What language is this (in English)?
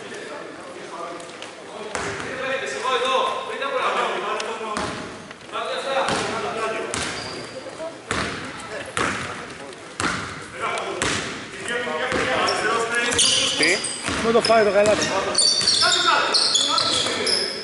Greek